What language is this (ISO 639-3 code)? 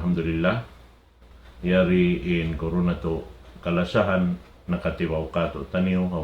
tsg